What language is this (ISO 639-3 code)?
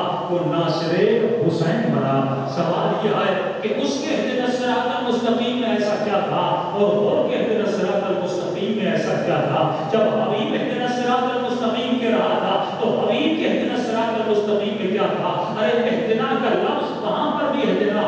urd